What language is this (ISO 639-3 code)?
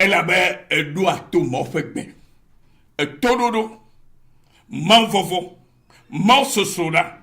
ewe